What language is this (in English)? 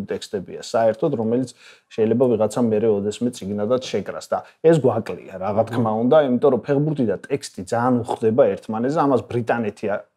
Georgian